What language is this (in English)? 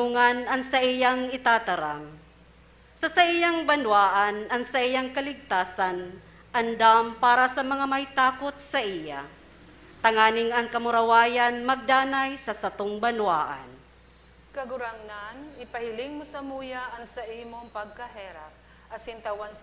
Bikol